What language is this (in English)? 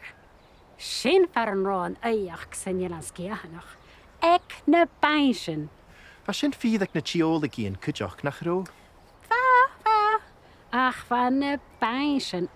Scottish Gaelic